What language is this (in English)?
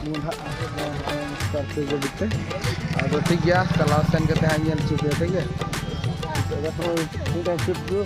Santali